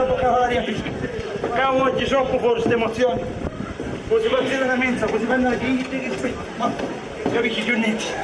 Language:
Sicilian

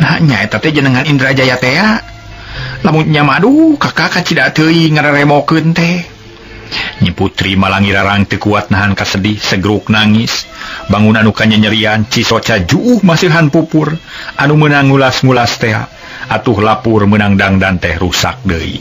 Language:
Sundanese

